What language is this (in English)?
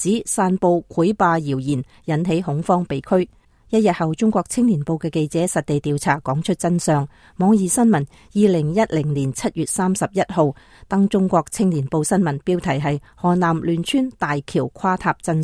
Cantonese